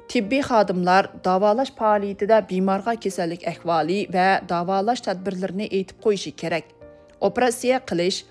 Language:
Uyghur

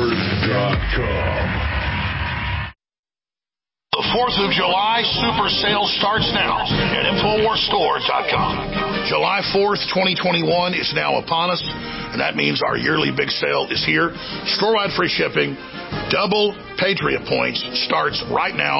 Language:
English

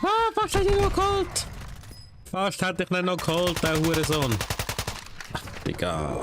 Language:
Swiss German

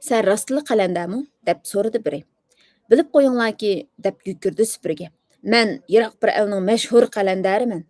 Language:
Uyghur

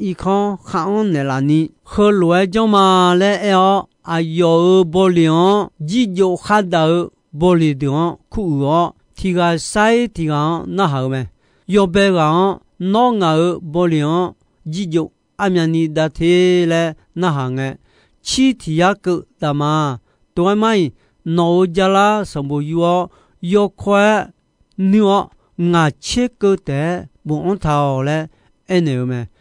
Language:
Akha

